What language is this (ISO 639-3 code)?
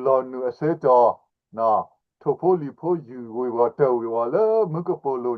ksw